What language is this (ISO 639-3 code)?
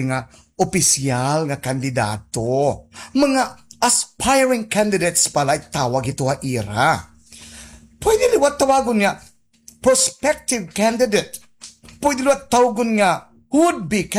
war